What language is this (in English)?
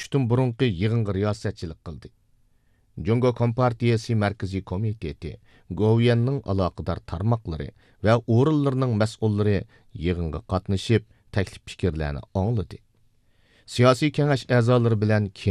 Uyghur